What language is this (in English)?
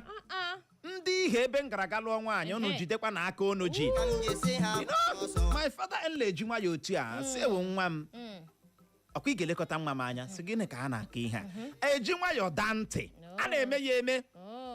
Igbo